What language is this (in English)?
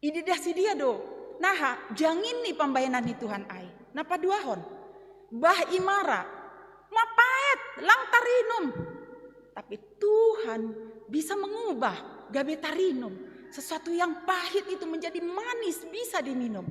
Batak Simalungun